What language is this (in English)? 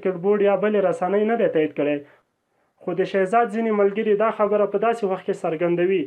Pashto